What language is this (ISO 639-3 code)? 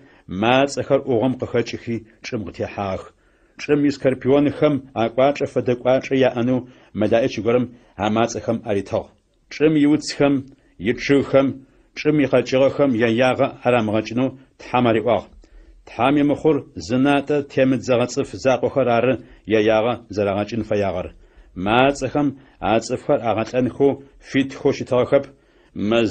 ady